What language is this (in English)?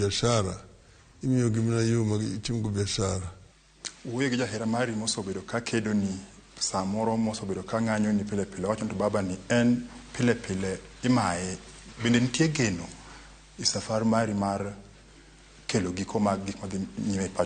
Luo (Kenya and Tanzania)